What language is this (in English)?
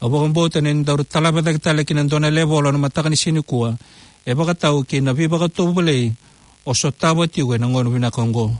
Fijian